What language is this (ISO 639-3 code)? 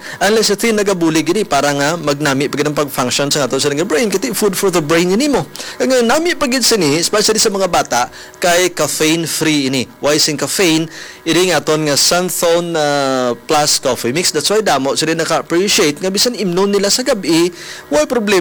hil